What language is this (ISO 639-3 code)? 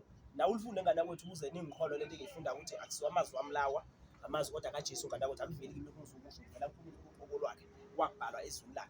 zul